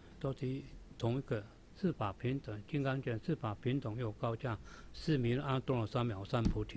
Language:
Chinese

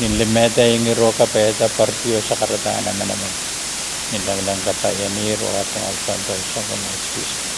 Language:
Pohnpeian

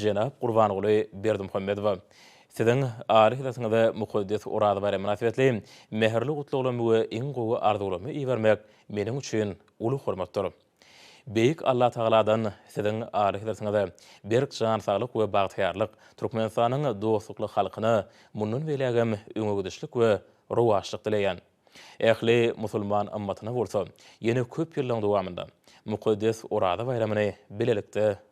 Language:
Turkmen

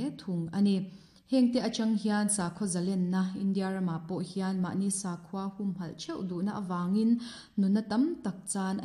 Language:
Mizo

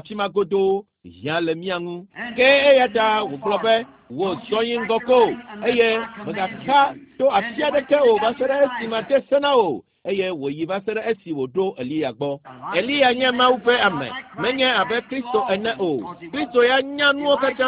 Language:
Ewe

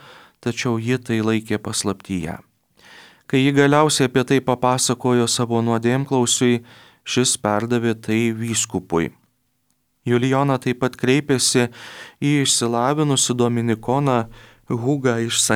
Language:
Lithuanian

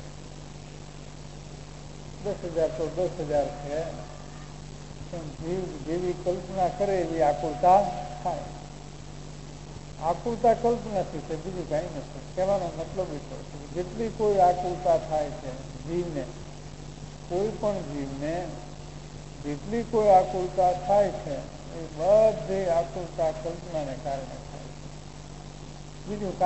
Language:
Gujarati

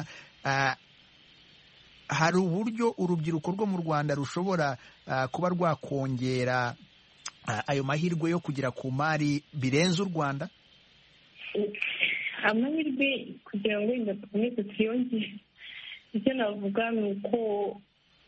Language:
Kinyarwanda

